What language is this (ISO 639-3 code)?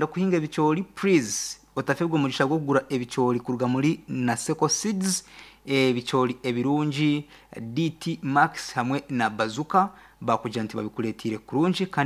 nyn